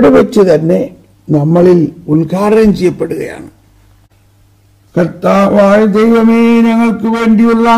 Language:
Malayalam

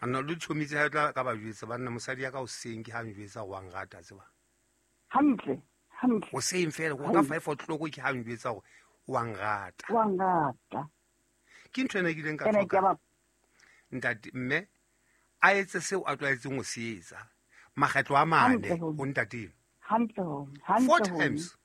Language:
Southern Sotho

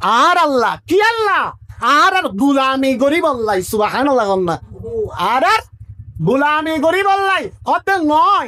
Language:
Rohingya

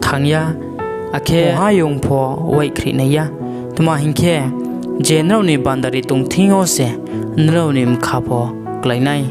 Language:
Riang (India)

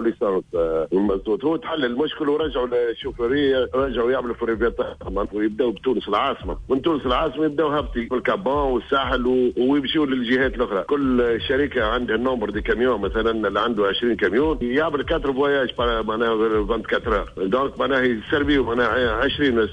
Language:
Tunisian Arabic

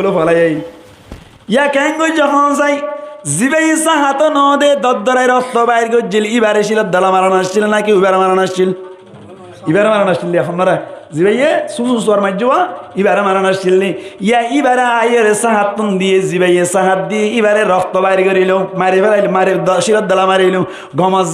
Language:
Rohingya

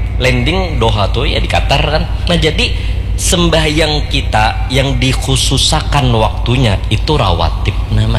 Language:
Banjar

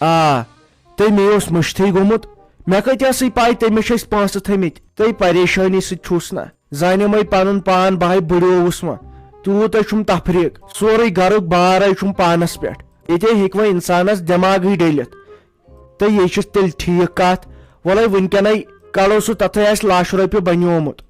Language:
Kashmiri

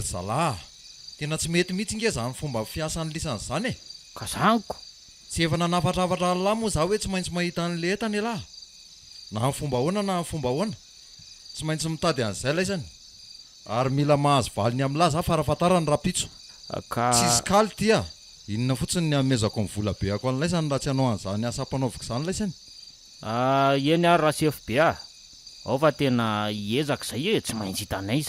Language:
Malagasy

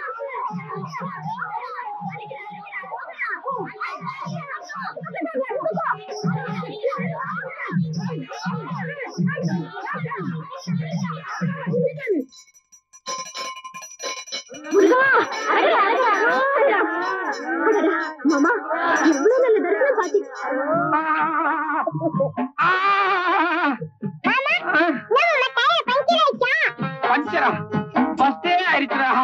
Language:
Tamil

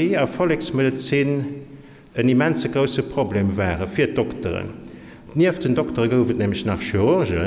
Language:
Luxembourgish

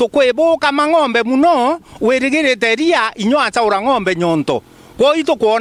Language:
Meru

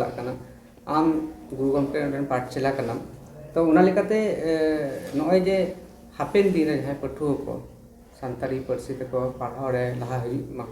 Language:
Santali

